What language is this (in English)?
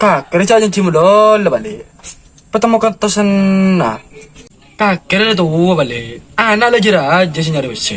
Madurese